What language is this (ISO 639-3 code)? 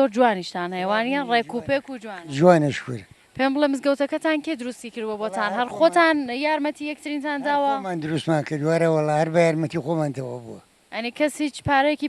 ckb